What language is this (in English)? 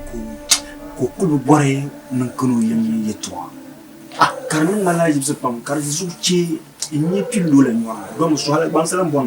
Dagbani